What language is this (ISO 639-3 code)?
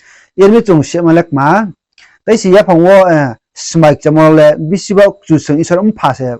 ria